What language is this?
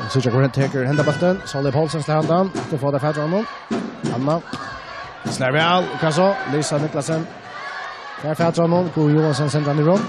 Faroese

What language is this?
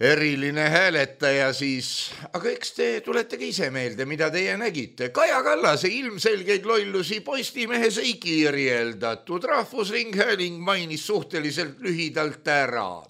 Estonian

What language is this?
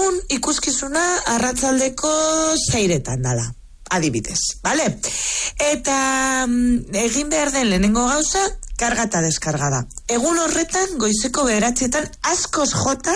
Basque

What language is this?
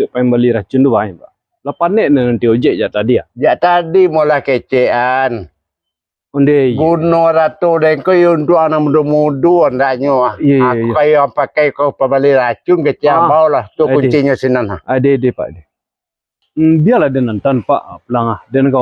Minangkabau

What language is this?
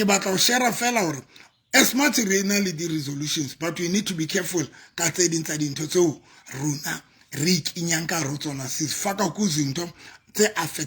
Southern Sotho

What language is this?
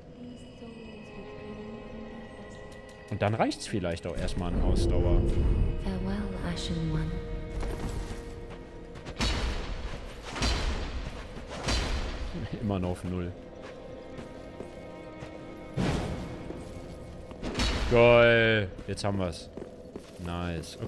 German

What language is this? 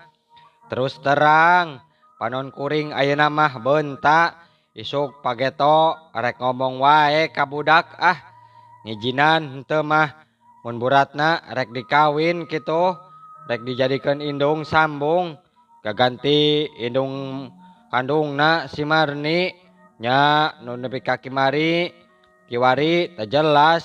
Sundanese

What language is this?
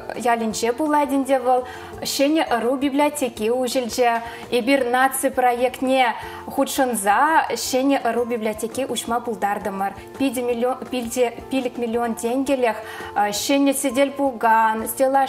Chuvash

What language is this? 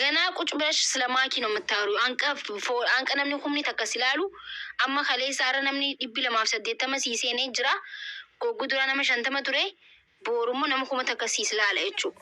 Oromo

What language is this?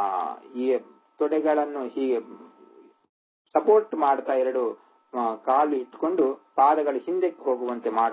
Kannada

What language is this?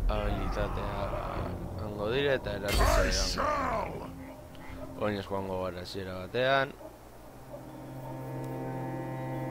Basque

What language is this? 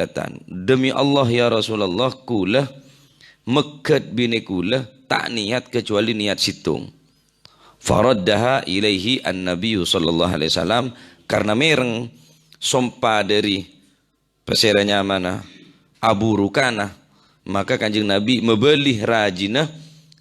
Madurese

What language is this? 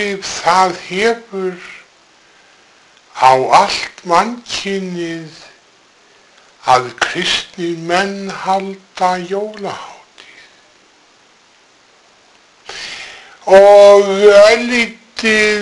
Icelandic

